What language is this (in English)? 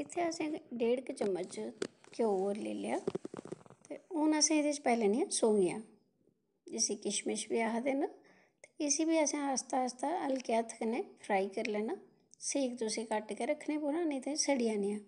Dogri